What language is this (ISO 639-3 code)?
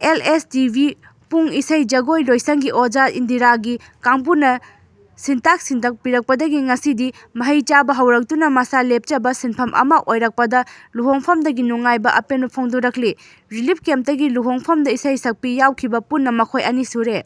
mni